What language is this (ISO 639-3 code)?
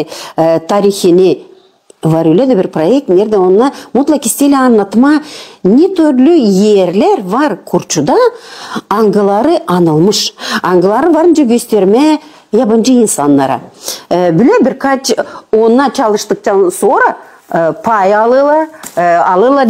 gag